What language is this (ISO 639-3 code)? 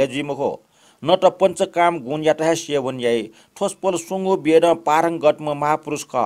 new